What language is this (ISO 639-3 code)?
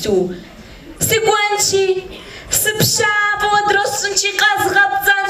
kbd